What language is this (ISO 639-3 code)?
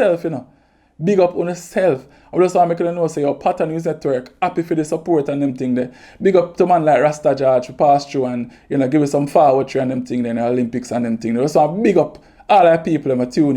jam